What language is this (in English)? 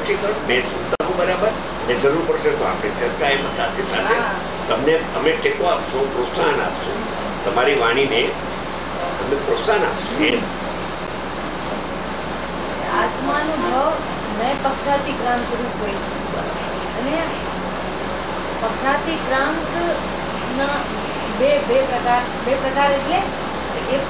Gujarati